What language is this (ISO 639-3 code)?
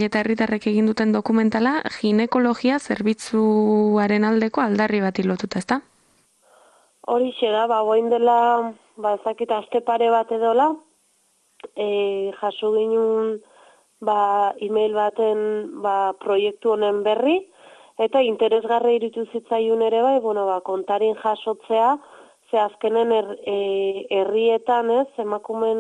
eus